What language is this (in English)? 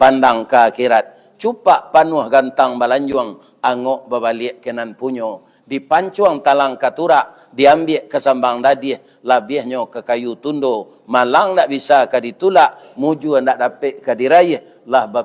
Minangkabau